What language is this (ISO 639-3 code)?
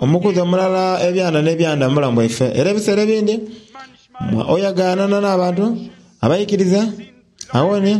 xog